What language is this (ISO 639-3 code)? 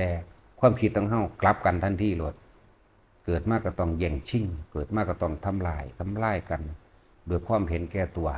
tts